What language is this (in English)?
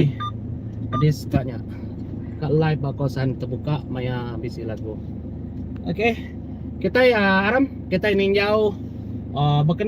Iban